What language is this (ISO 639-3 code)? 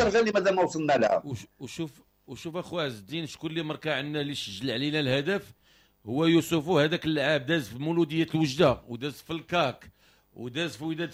ary